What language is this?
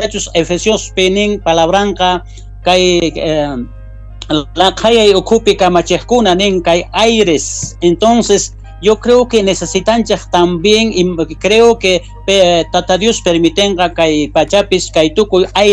South Bolivian Quechua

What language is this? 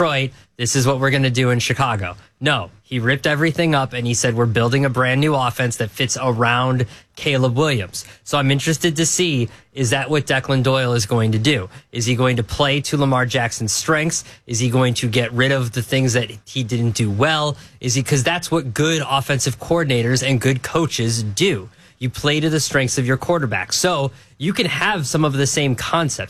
English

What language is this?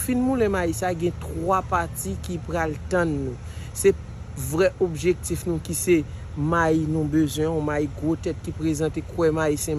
Haitian Creole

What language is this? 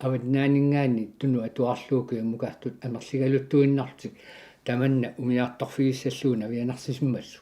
Kalaallisut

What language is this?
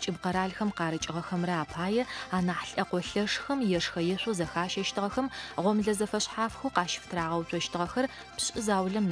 Adyghe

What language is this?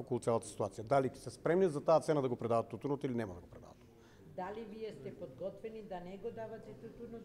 Macedonian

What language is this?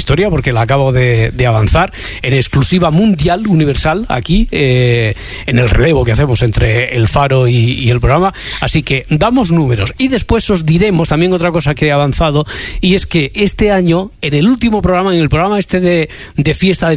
Spanish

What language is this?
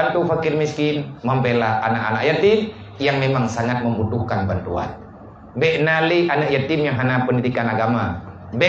Achinese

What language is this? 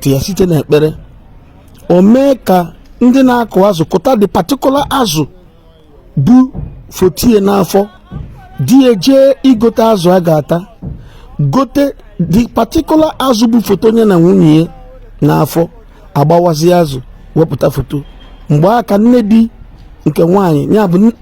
Igbo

